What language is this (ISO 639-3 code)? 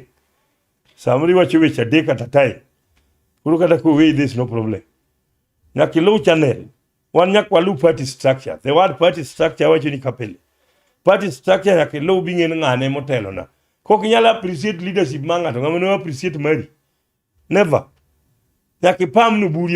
luo